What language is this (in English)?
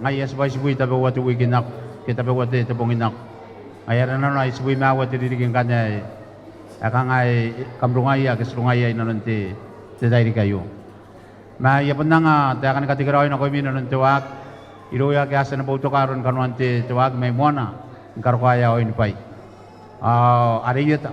Gilbertese